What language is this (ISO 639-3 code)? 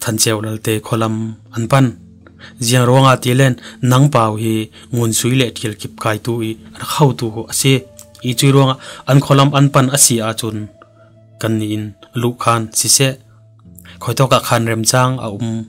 cfm